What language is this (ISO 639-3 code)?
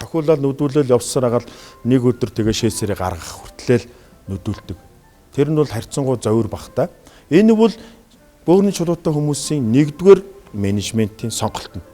mon